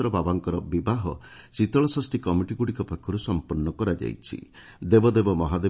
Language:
Odia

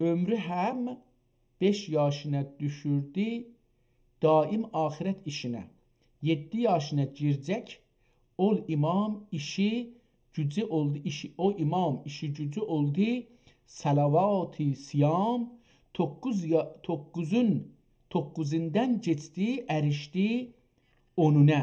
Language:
South Azerbaijani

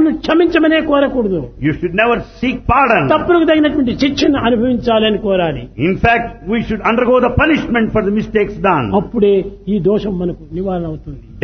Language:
Telugu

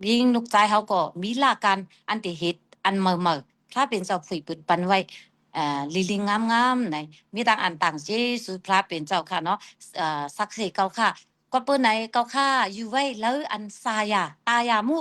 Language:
Shan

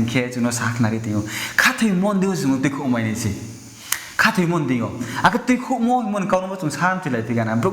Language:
Riang (India)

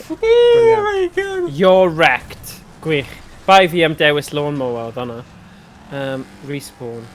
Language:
Welsh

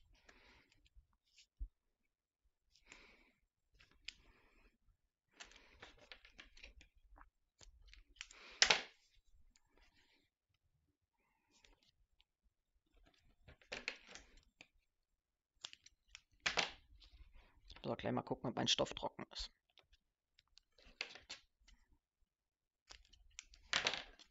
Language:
German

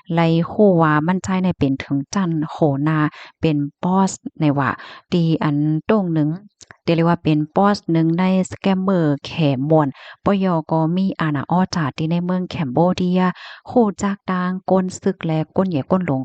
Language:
Shan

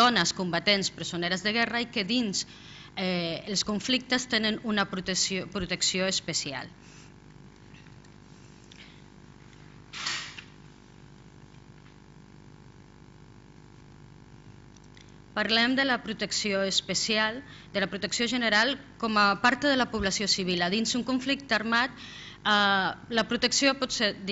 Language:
Catalan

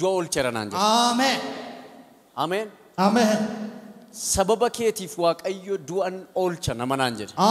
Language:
Oromo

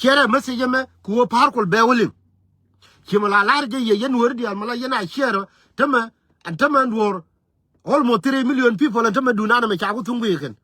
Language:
Nuer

